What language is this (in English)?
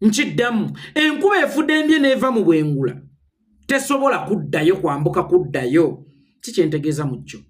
Ganda